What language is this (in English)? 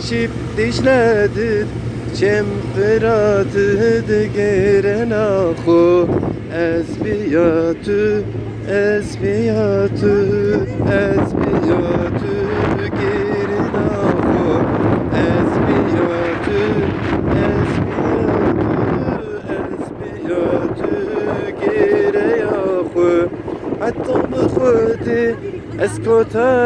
Zaza